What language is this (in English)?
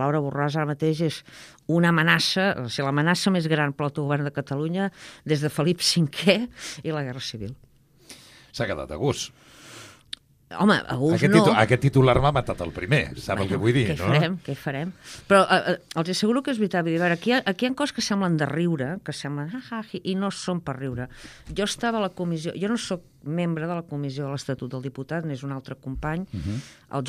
Catalan